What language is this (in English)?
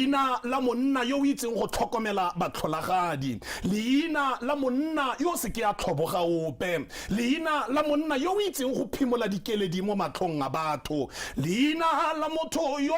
Tswana